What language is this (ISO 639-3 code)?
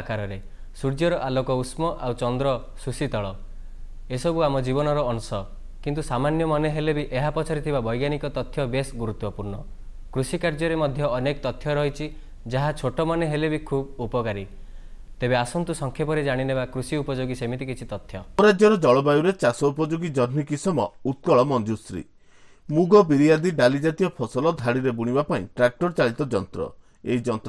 ori